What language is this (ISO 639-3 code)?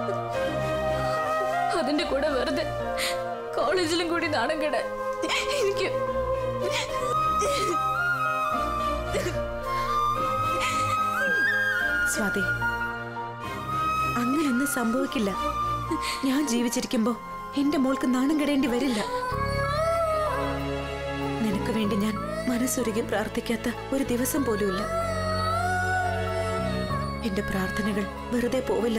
mal